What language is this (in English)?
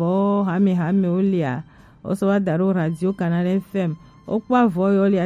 Gen